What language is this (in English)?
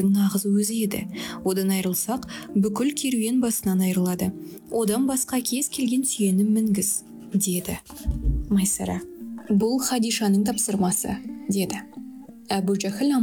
Kazakh